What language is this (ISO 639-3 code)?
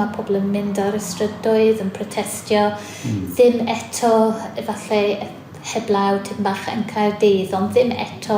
cym